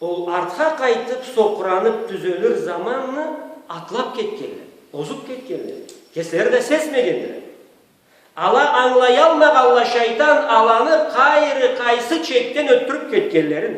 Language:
Karachay-Balkar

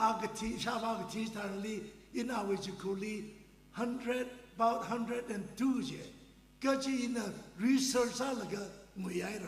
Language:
Tangkhul Naga (India)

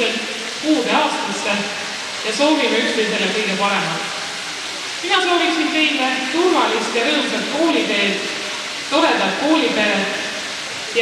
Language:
Estonian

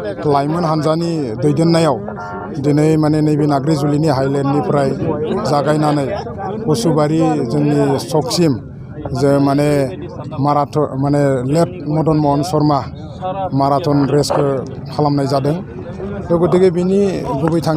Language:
Bodo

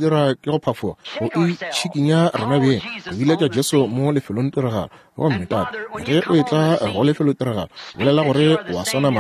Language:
Northern Sotho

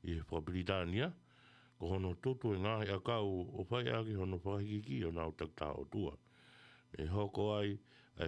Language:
Tongan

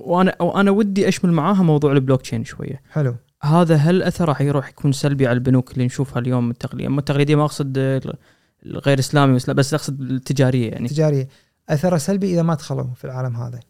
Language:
Gulf Arabic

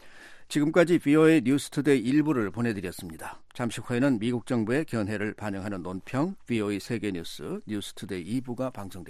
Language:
Korean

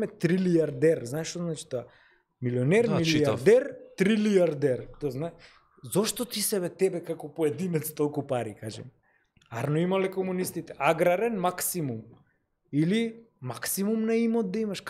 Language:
Macedonian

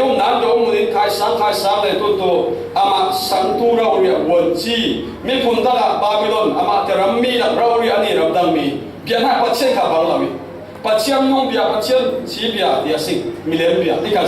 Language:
Falam Chin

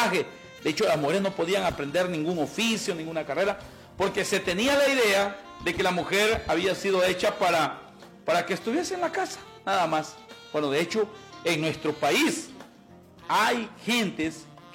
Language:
Spanish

